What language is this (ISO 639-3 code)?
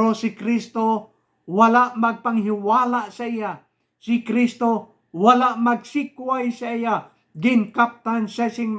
hil